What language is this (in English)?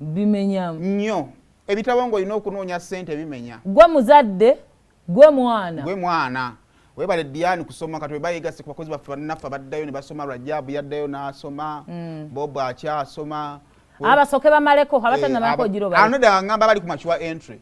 Ganda